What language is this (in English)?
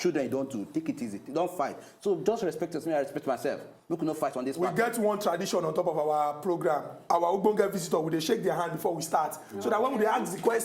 Nigerian Pidgin